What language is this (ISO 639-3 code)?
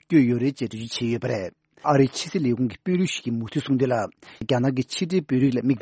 bod